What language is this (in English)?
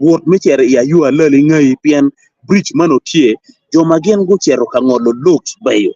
Acoli